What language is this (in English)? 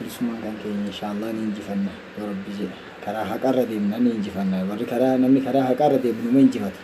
Oromo